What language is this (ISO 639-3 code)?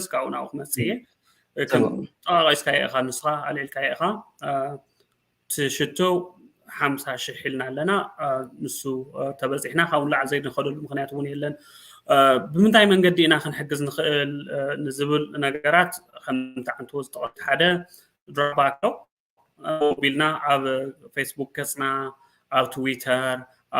tir